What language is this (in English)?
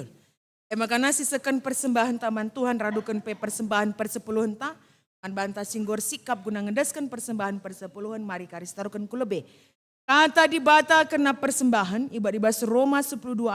Batak Karo